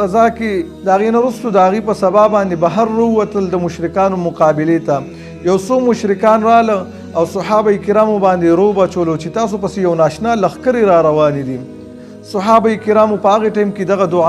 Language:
Pashto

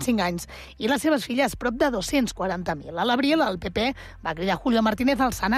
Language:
Catalan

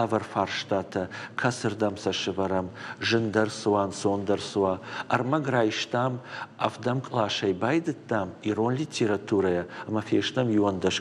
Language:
Ossetic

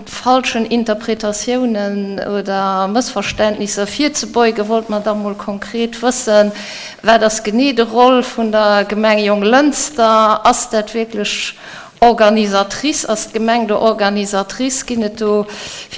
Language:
Luxembourgish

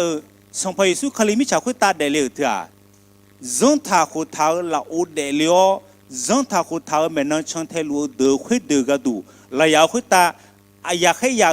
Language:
Akha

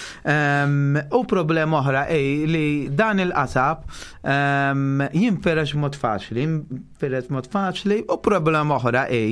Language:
Maltese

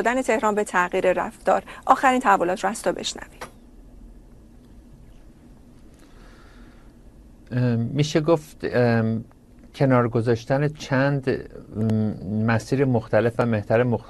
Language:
Persian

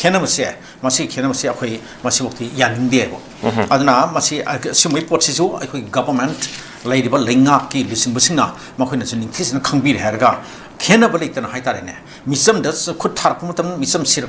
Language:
Manipuri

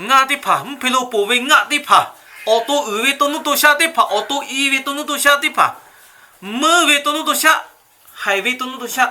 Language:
Lahu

